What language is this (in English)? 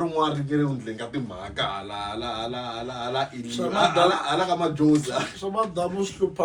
Tsonga